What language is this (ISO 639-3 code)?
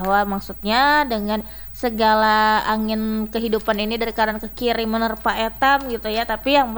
ind